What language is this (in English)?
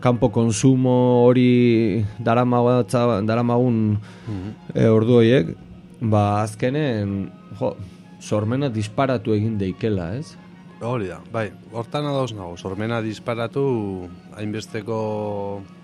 Basque